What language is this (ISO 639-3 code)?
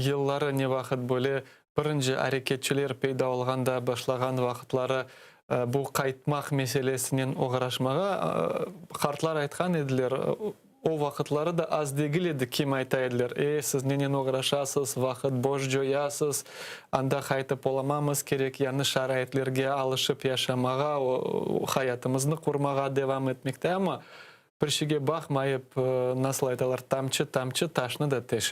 crh